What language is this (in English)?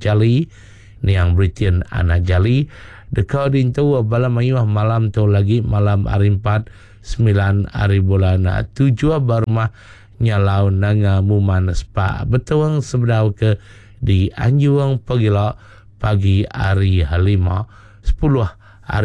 Iban